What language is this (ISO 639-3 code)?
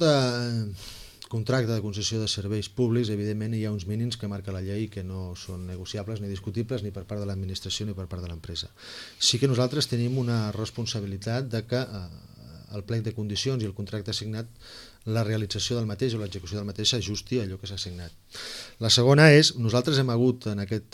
cat